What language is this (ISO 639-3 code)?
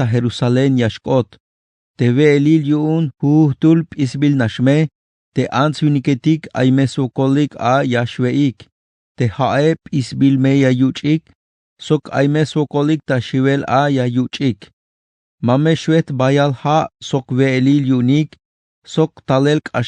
tzh